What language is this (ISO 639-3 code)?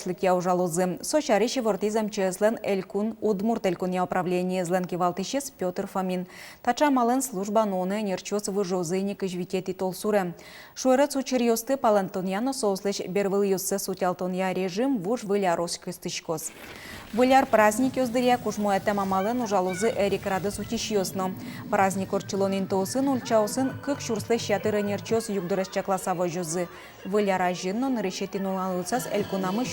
udm